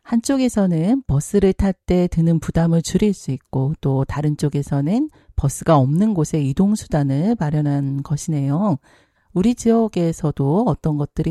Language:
Korean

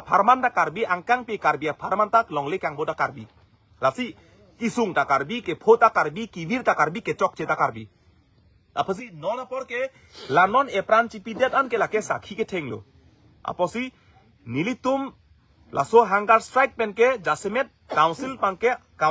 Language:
Karbi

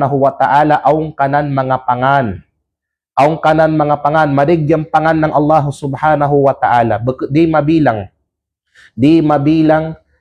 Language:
Kalagan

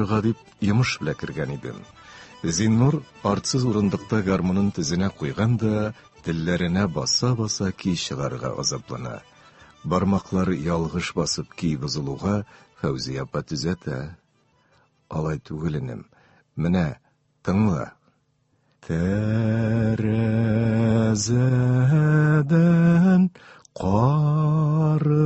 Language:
Tatar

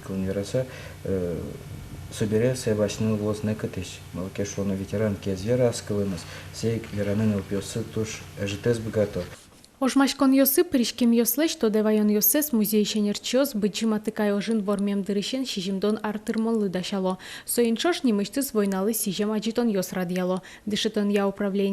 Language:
Udmurt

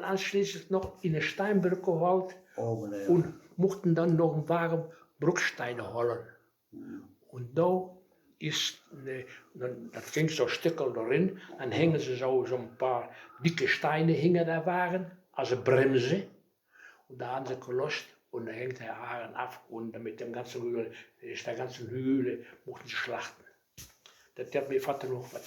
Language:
Westphalien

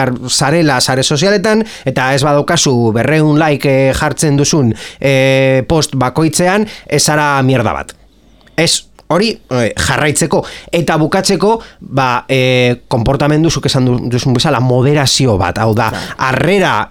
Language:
Basque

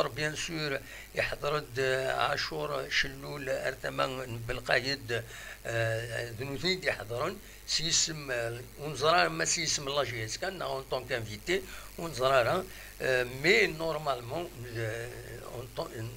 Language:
Kabyle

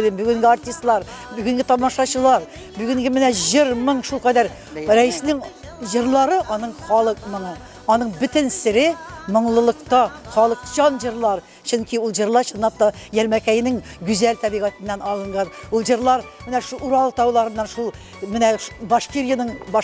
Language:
Tatar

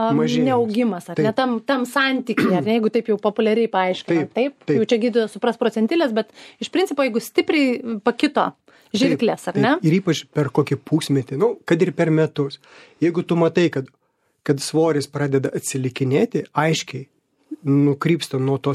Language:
Lithuanian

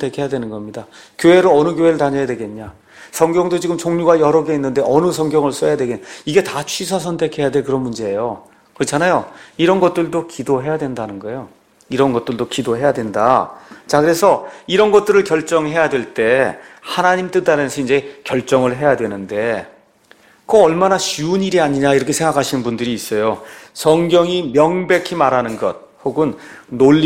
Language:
Korean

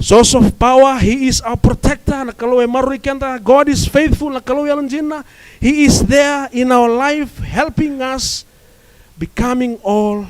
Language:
Fijian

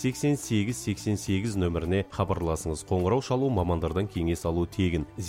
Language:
Kazakh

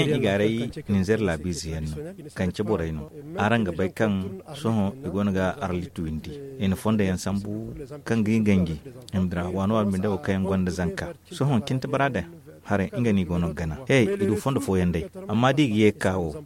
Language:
Zarma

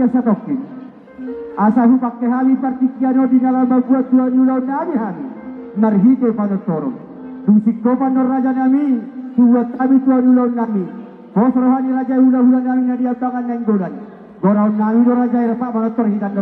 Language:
Batak Toba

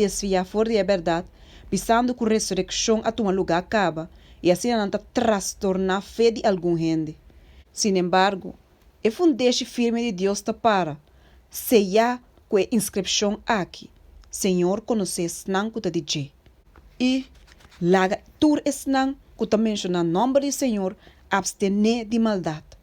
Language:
Papiamento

